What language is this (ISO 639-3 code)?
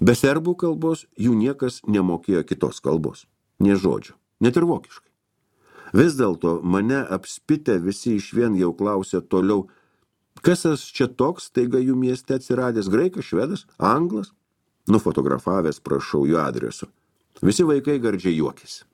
lit